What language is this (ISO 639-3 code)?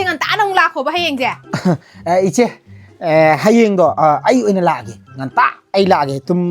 mni